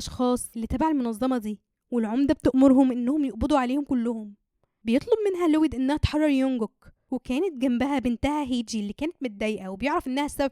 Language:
Egyptian Arabic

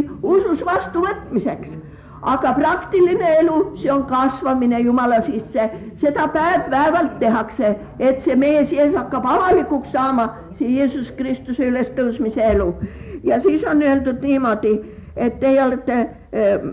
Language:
Estonian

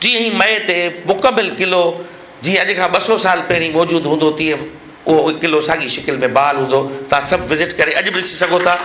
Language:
Sindhi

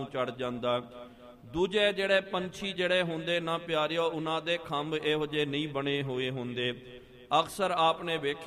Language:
Punjabi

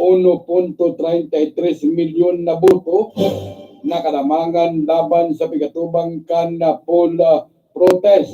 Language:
Bikol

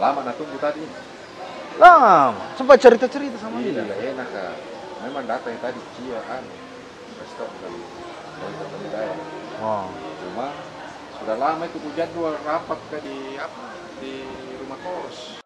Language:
Makassar Malay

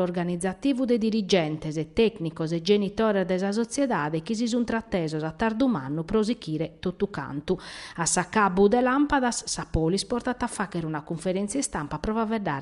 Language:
Sardinian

